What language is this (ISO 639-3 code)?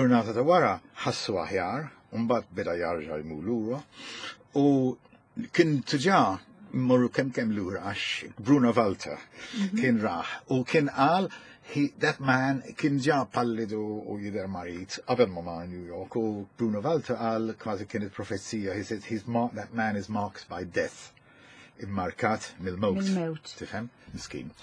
mlt